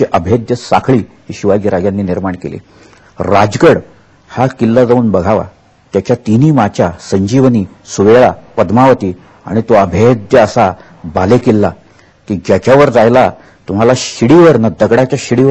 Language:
Marathi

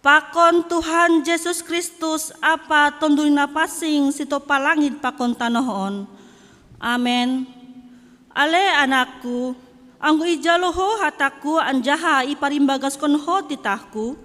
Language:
Batak Simalungun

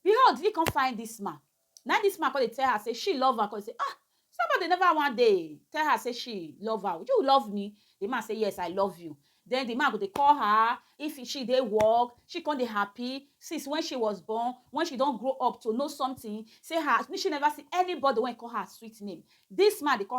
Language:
Nigerian Pidgin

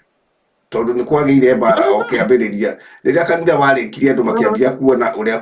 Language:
Kikuyu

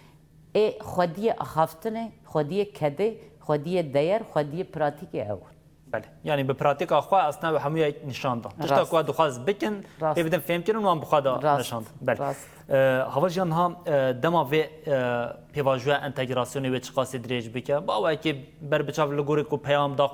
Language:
Kurdish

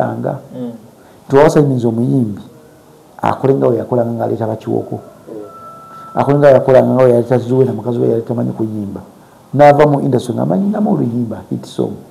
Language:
Ganda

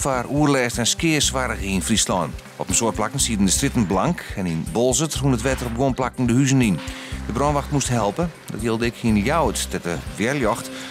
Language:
Western Frisian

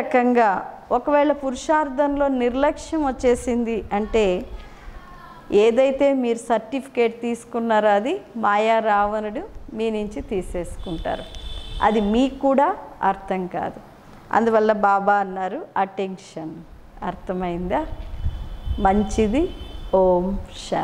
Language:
Telugu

